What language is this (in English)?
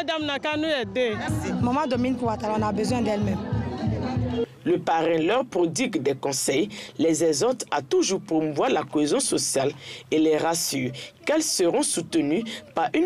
French